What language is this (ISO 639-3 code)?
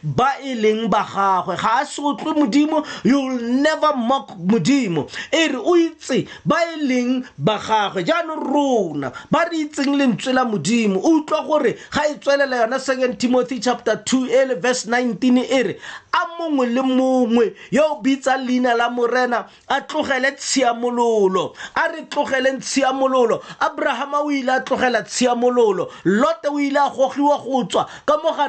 tsn